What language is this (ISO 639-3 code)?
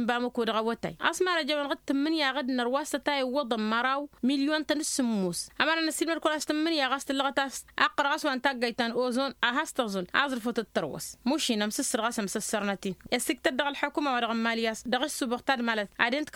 taq